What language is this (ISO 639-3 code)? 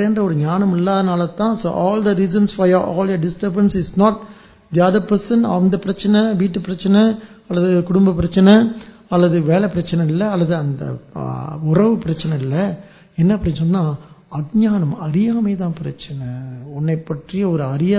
tam